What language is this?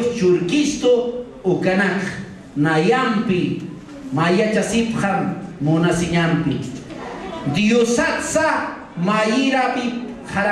Aymara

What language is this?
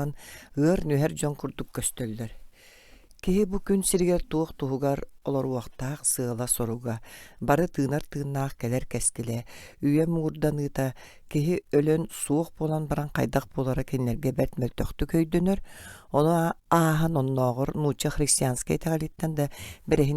Yakut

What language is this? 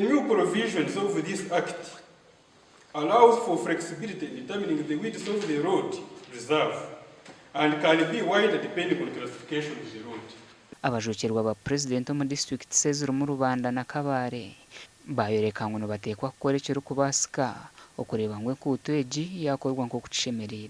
Nyankole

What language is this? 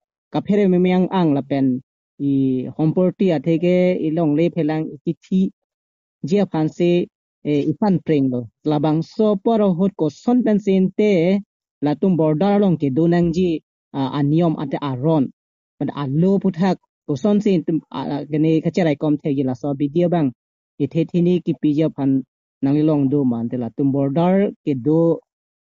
Karbi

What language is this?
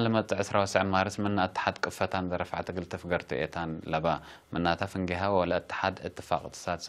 Tigre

